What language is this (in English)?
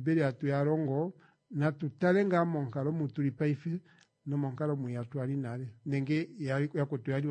Kuanyama